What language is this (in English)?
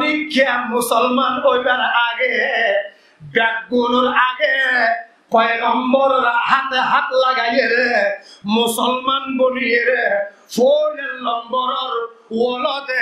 Rohingya